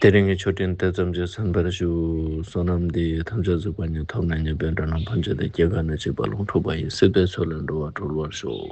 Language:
Ladakhi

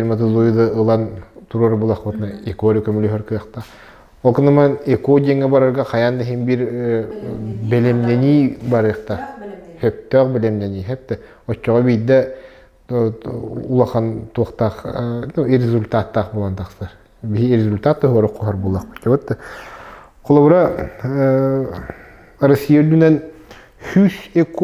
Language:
Yakut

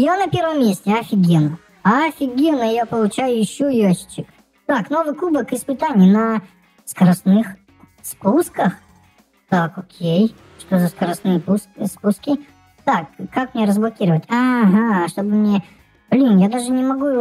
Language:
Russian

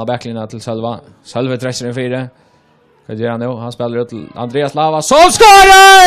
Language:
Faroese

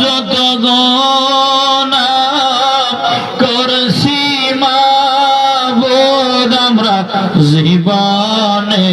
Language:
Sylheti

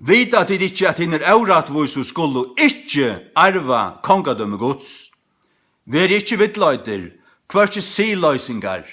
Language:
Faroese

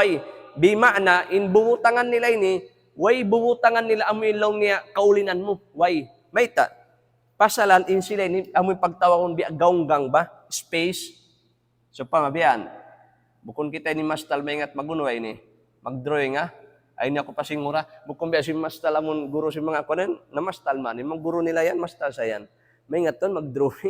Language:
Tausug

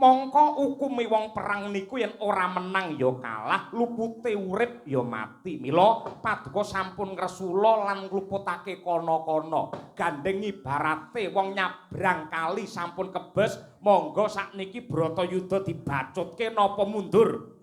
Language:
Javanese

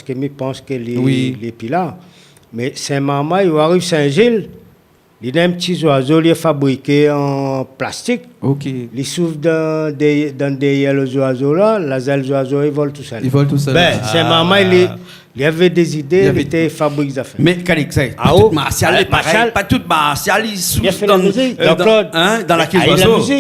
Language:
Réunion Creole French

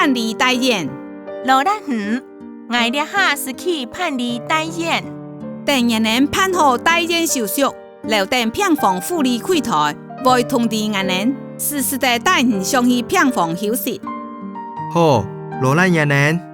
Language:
Hakka Chinese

